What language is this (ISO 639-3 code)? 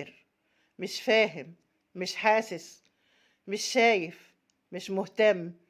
arz